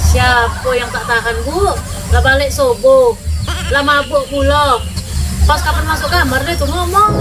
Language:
Musi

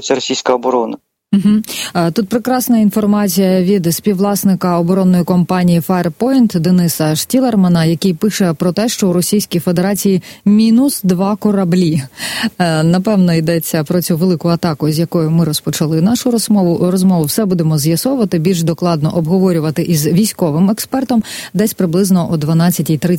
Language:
Ukrainian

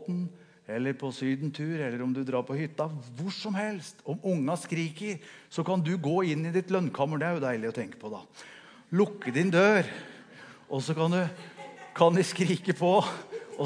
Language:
Norwegian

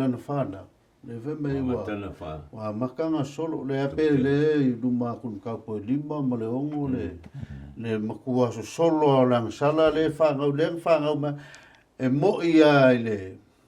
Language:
Samoan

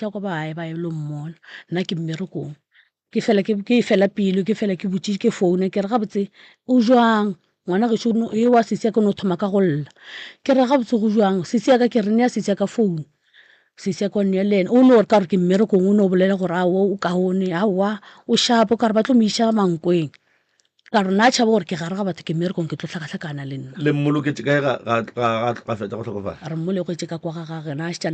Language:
Northern Sotho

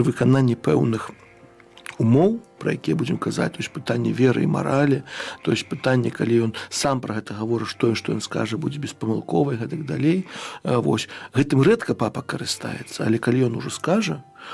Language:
Belarusian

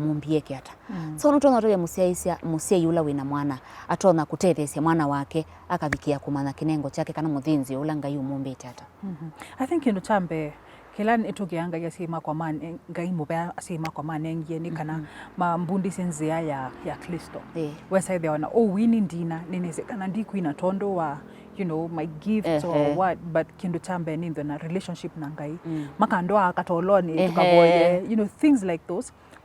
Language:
Kamba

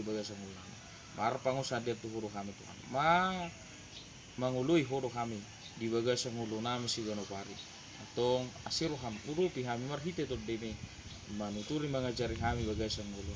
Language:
Batak Toba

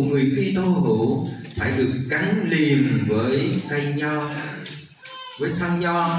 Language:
Vietnamese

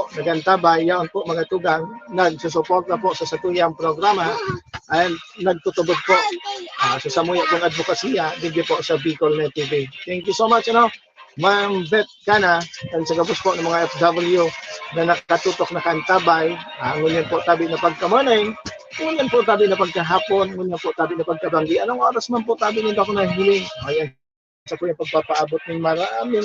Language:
Bikol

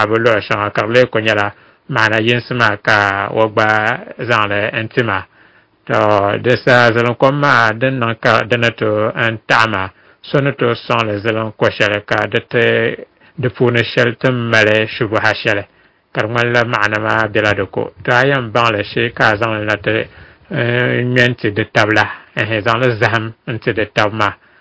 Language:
Dagbani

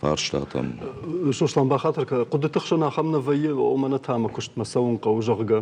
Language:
Ossetic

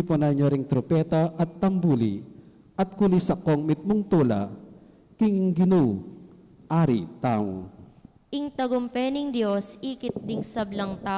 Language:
Pampanga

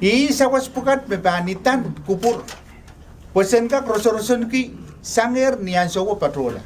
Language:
Pohnpeian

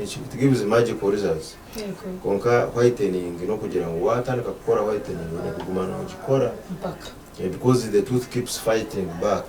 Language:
Nyankole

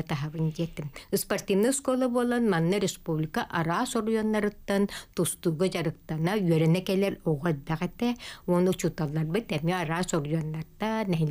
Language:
Yakut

